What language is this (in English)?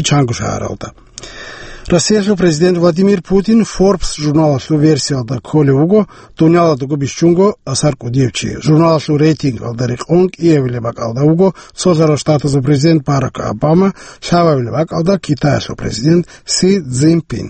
Avaric